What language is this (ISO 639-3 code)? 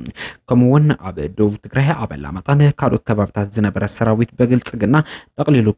tir